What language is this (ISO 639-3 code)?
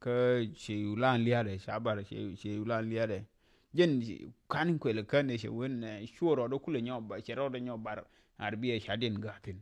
nus